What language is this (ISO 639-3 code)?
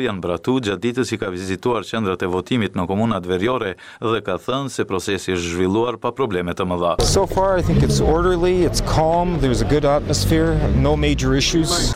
sqi